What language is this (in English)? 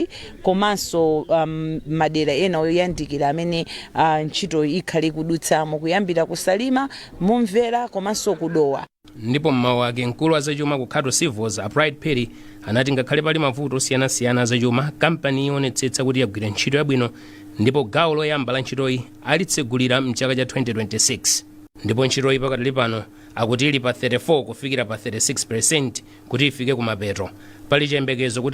Nyanja